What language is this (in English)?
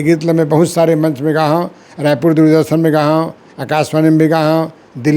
Chhattisgarhi